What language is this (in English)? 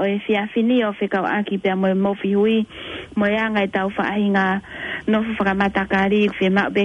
Tongan